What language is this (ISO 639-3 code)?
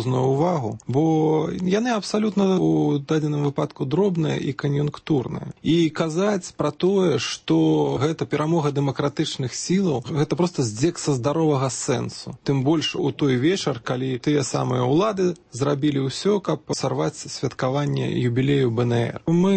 bel